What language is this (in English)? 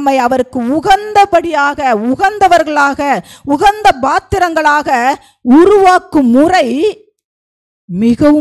Tamil